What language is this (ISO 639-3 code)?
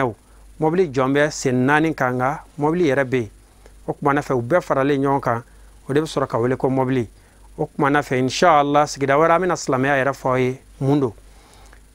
bam